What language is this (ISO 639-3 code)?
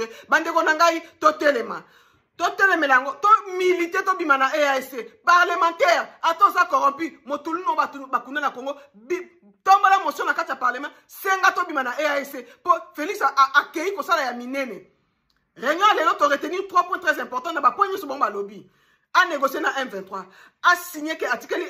lin